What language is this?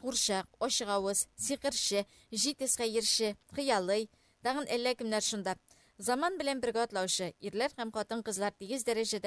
Tatar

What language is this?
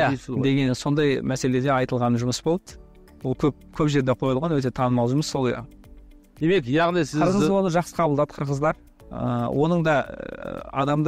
Kazakh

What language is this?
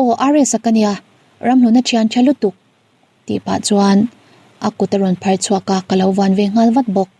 Mizo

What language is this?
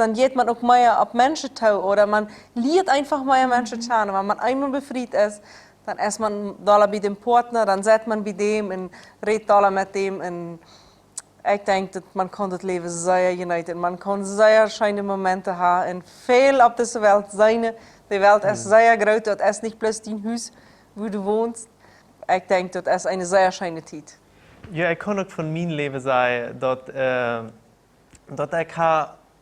Plautdietsch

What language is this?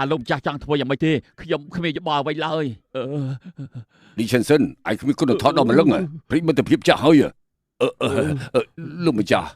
Khmer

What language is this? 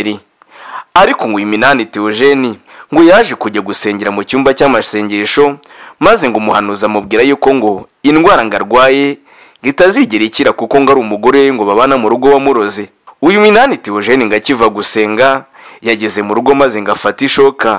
Kinyarwanda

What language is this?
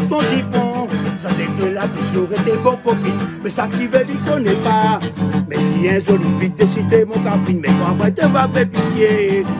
Réunion Creole French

